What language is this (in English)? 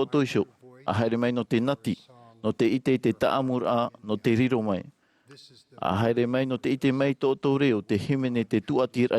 Tahitian